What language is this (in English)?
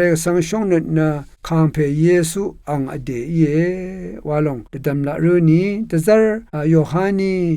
Rawang